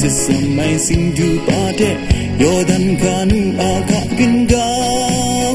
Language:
Kachin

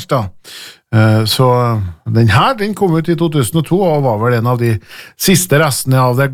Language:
Norwegian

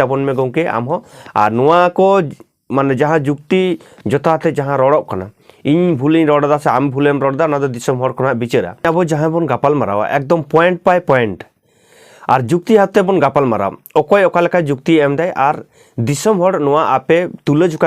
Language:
Santali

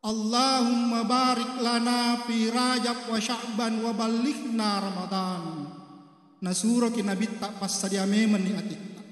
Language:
Buginese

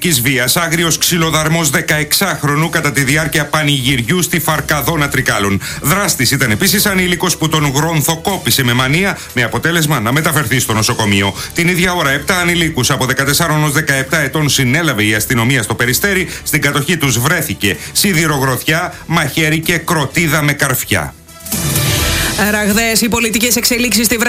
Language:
Greek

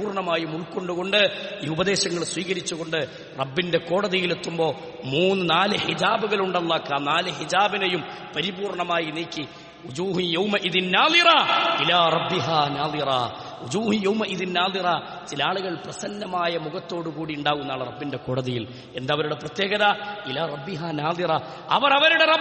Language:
Malayalam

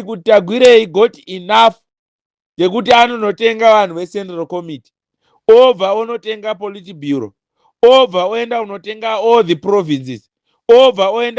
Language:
Shona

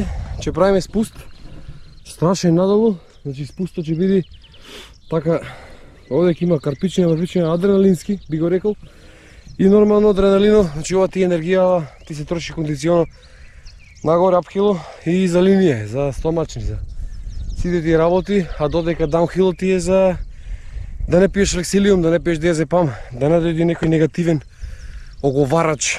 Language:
Macedonian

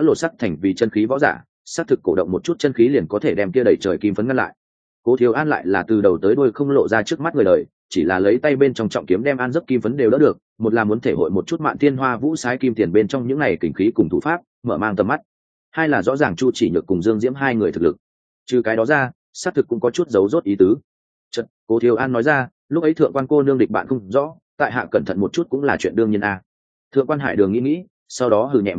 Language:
Vietnamese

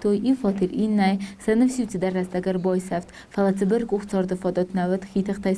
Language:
Ossetic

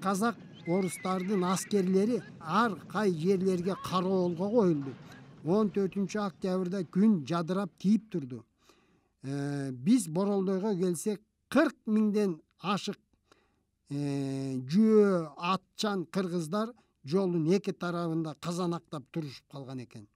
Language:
Kyrgyz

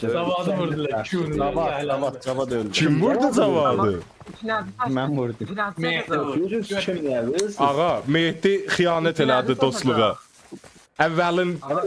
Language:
South Azerbaijani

